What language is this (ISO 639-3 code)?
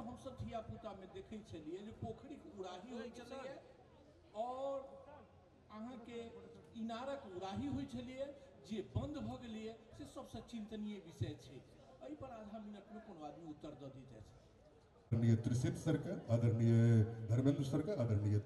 mai